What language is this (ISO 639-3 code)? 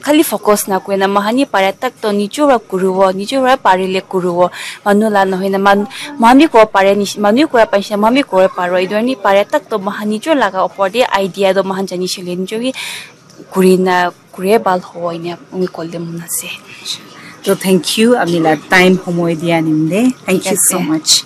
nag